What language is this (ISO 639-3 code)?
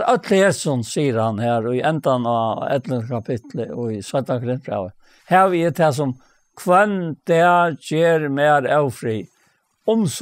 fao